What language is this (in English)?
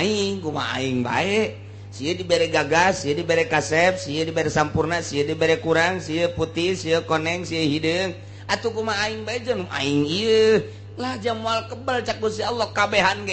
Sundanese